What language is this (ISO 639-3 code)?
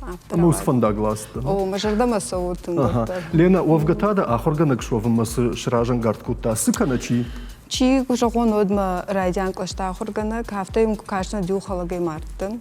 oss